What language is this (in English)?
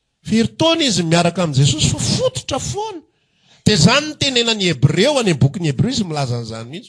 Malagasy